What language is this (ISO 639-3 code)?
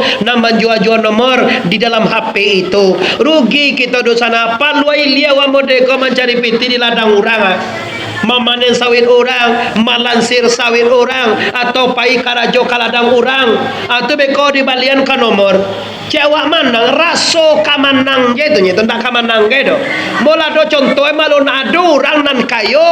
min